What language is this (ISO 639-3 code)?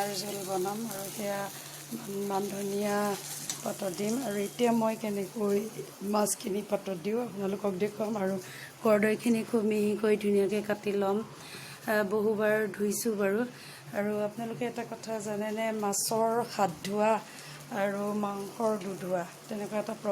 asm